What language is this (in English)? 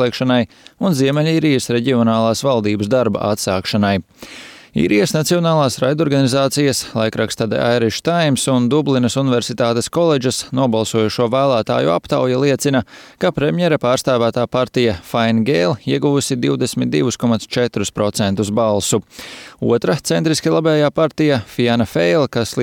Latvian